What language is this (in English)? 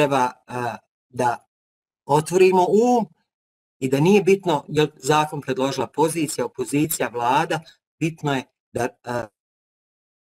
Bosnian